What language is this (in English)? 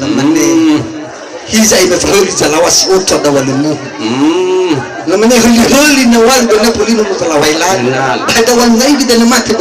Nias